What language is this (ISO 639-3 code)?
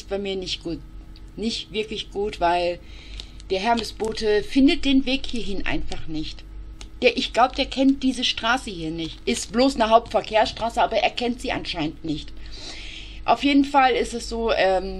deu